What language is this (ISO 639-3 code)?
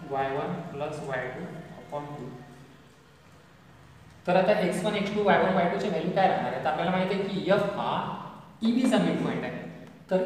mar